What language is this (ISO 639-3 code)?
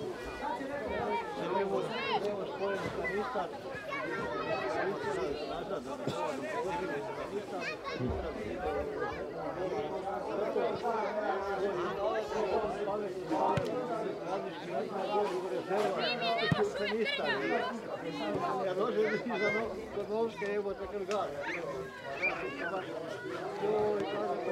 hrv